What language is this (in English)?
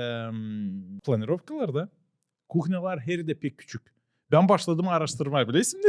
Gagauz